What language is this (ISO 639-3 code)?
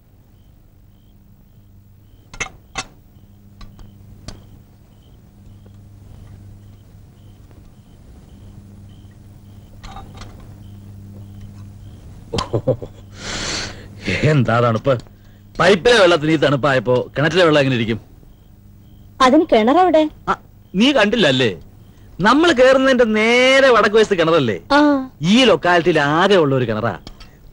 mal